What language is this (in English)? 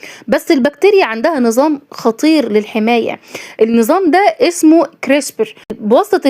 Egyptian Arabic